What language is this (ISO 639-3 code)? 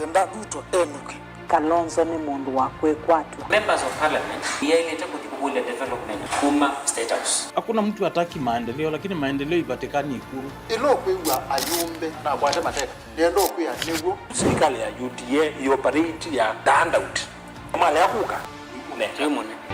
kam